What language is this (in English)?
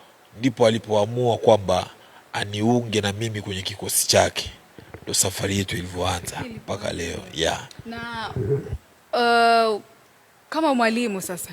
Swahili